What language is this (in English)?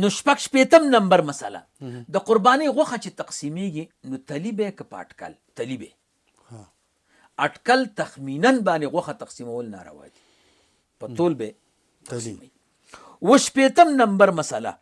Pashto